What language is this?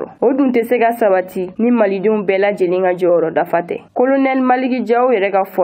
Bambara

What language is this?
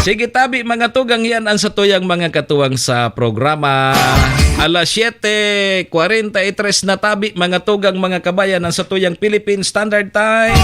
Bikol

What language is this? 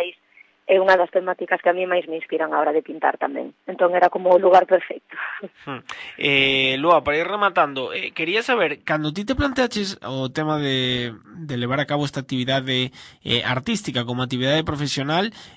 Galician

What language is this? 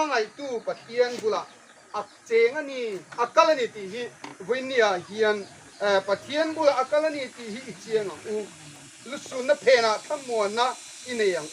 Hmar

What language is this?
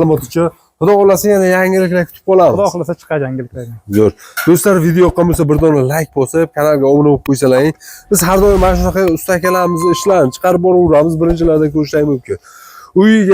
Uzbek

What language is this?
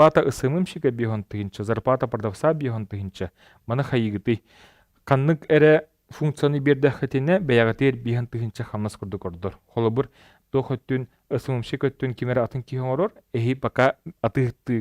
Yakut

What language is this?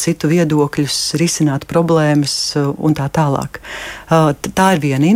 Latvian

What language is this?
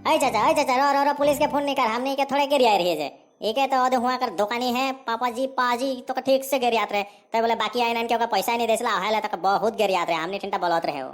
Sadri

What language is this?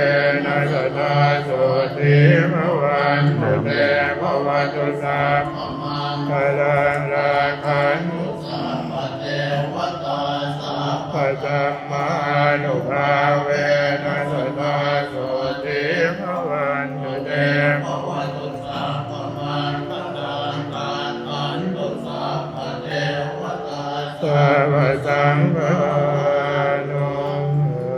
Pali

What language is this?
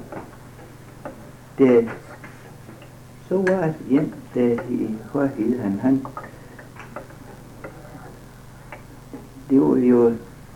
Danish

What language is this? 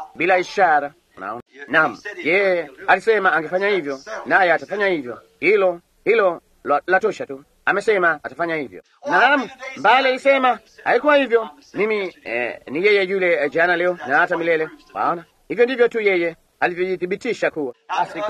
Swahili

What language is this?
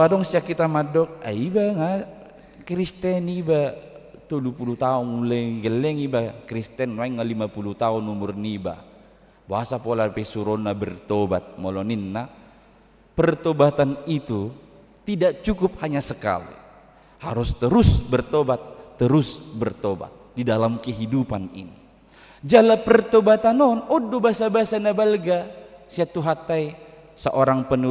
Batak Toba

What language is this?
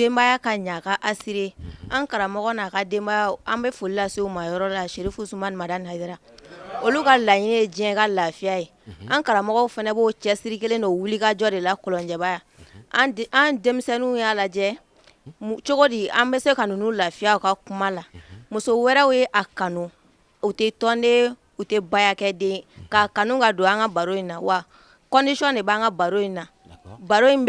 Bambara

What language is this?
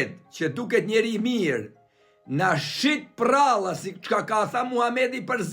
Albanian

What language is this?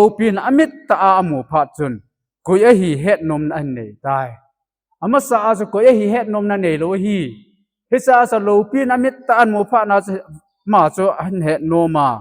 Thado Chin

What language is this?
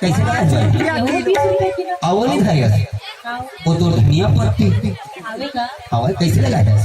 Sadri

